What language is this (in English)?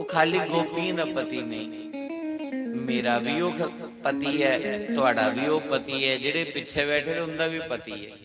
Dogri